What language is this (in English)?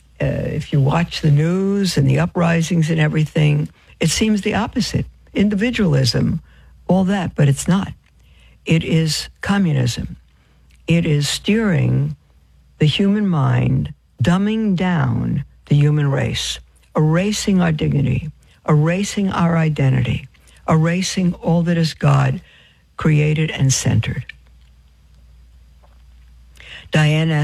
English